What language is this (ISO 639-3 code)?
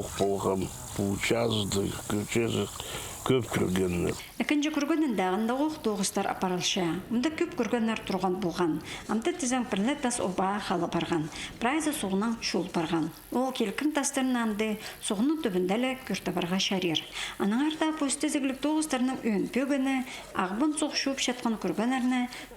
kjh